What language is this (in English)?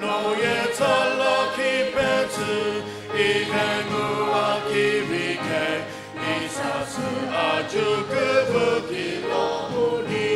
Sumi Naga